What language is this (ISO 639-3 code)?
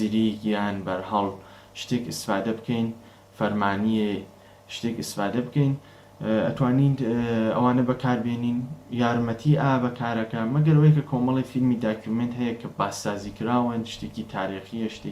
ckb